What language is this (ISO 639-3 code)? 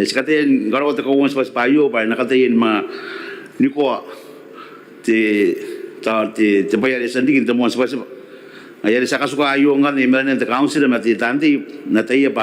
gil